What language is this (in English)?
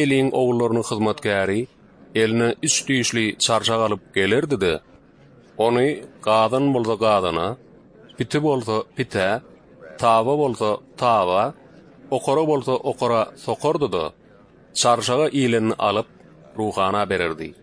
Turkmen